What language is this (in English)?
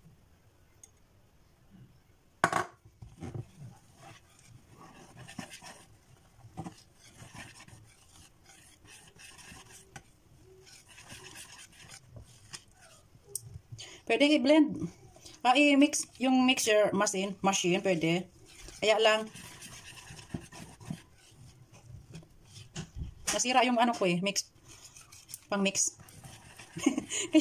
Filipino